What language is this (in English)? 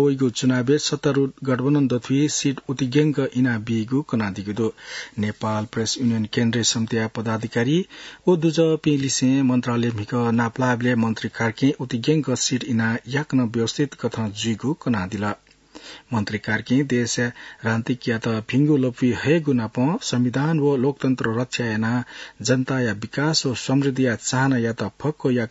Newari